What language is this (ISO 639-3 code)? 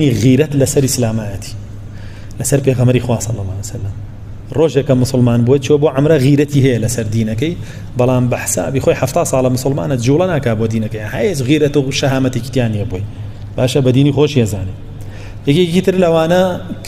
ckb